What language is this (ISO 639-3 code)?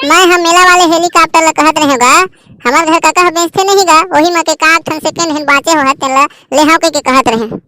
hne